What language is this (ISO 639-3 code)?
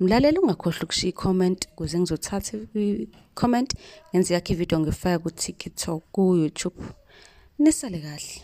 zul